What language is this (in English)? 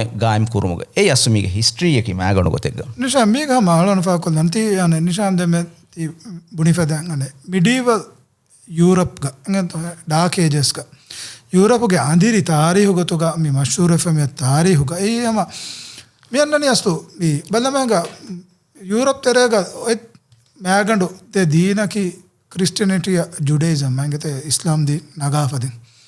Divehi